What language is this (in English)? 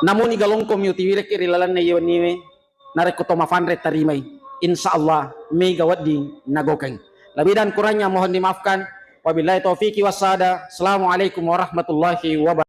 Buginese